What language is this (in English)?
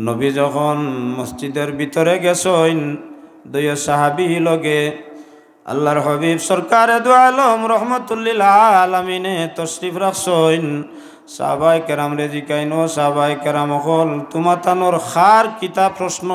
Sylheti